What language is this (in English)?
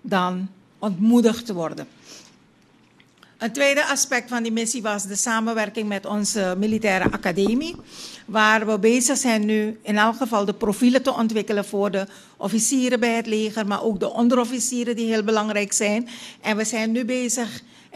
Dutch